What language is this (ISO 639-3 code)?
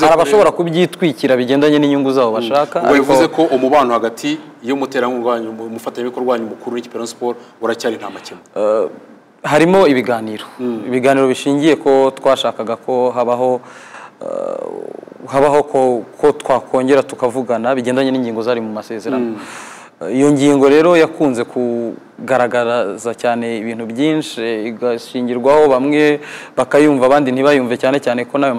kin